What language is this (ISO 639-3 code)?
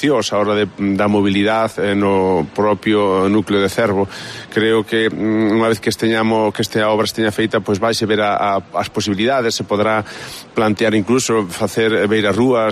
glg